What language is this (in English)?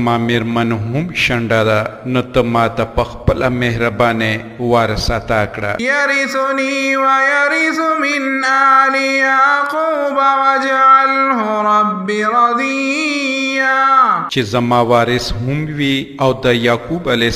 Pashto